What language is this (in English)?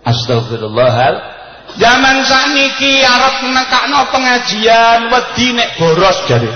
Javanese